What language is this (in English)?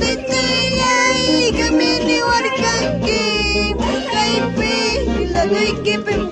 Ayacucho Quechua